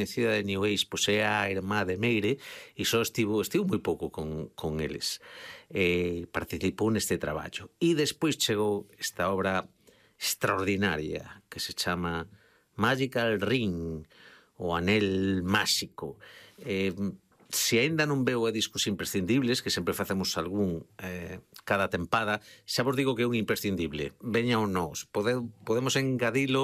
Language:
Galician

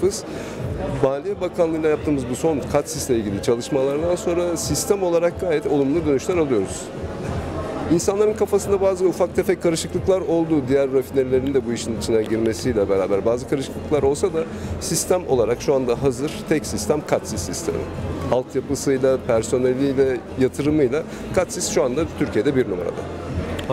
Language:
Turkish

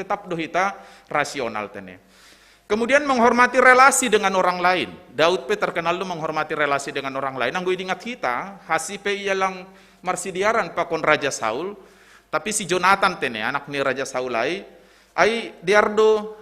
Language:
Batak Simalungun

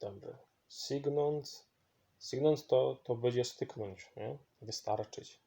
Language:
Silesian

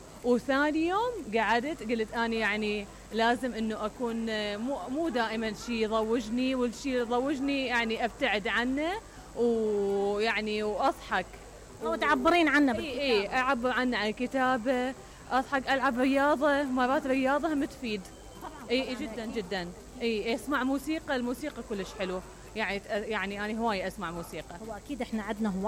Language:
Mesopotamian Arabic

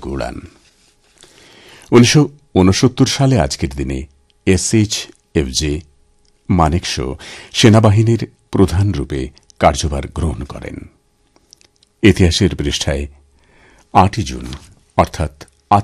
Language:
Bangla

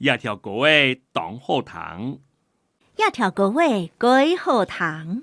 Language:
Hakka Chinese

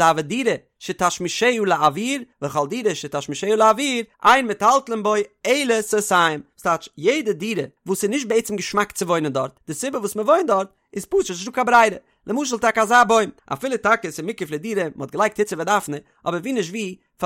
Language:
Yiddish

